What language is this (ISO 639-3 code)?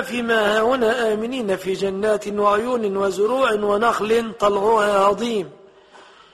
ara